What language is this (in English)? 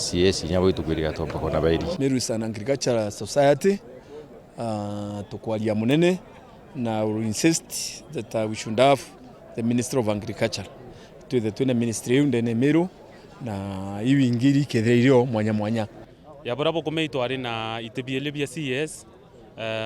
Meru